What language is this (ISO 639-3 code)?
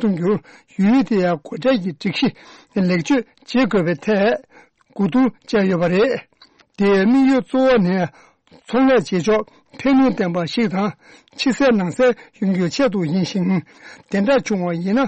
bod